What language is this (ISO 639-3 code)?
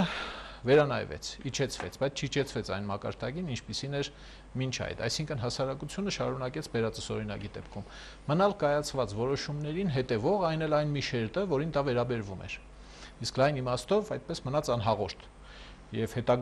hye